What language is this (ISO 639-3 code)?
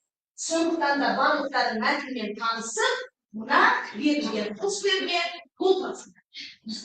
kaz